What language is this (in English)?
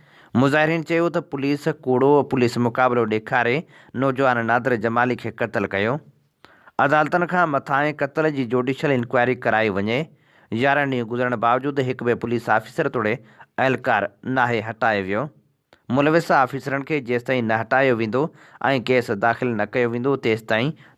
Sindhi